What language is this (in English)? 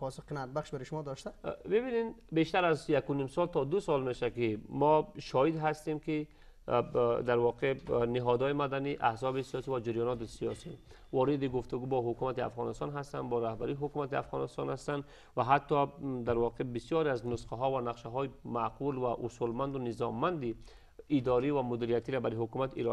Persian